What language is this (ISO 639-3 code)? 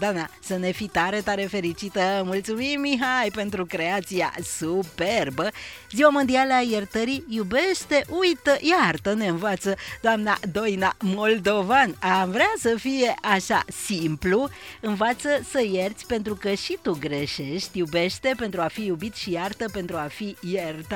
ron